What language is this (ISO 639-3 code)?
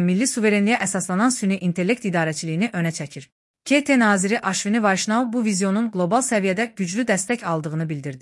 aze